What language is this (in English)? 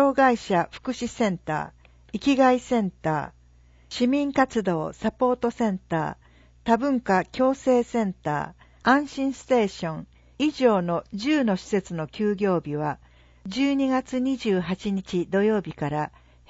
Japanese